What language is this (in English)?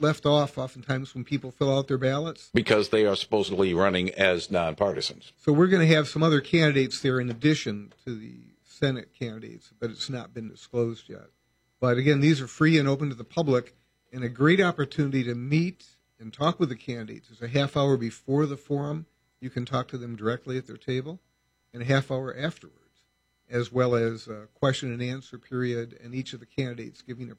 English